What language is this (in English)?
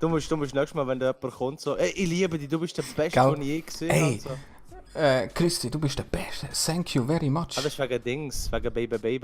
Swiss German